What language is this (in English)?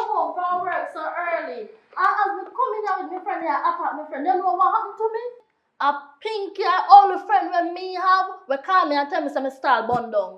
Jamaican Creole English